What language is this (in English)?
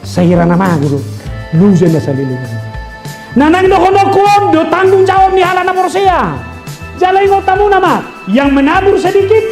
Batak Toba